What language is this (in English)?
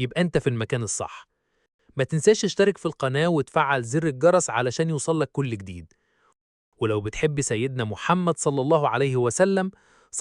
Egyptian Arabic